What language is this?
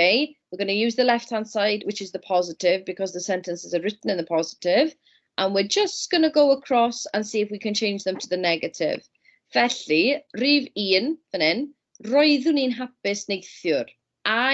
Welsh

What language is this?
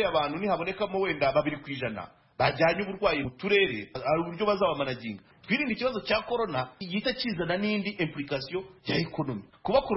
Kinyarwanda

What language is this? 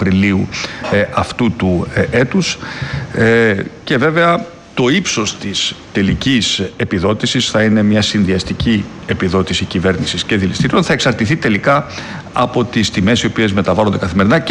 Greek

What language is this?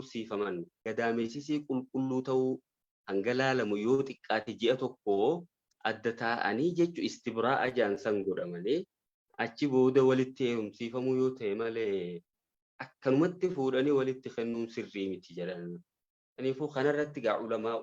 Oromo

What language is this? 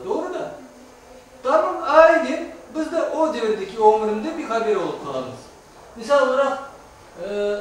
Crimean Tatar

